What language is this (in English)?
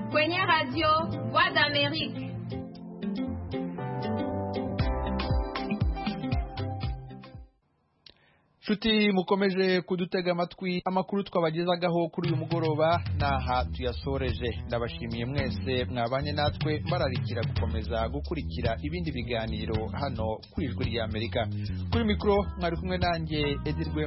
Kinyarwanda